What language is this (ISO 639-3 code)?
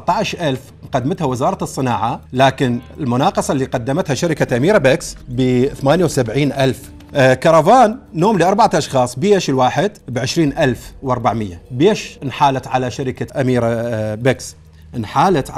acm